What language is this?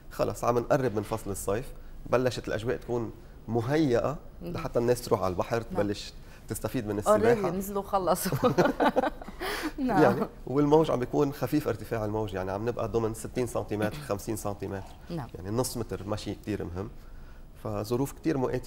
North Levantine Arabic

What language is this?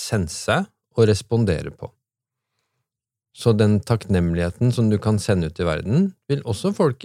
Norwegian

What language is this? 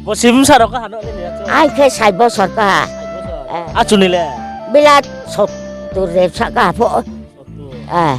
Riang (India)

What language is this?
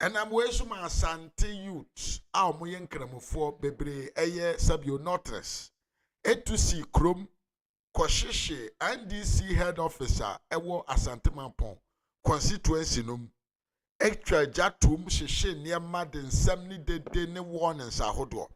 Akan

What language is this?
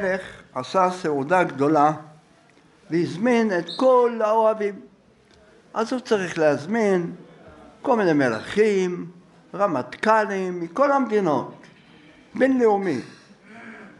Hebrew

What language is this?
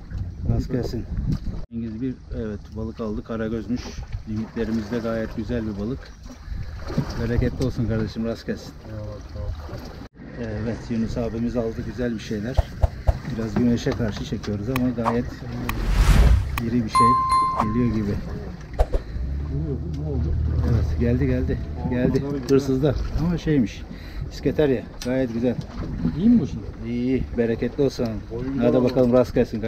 Turkish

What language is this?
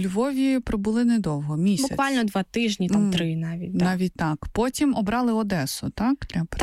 Ukrainian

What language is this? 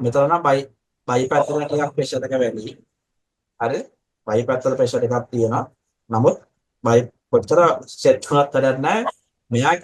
Sinhala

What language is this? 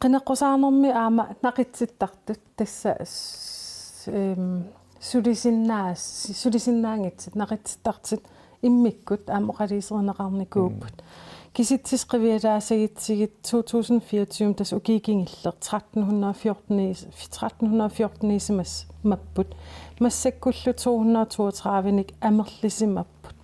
Kalaallisut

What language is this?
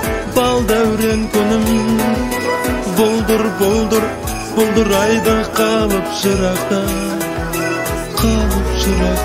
Kazakh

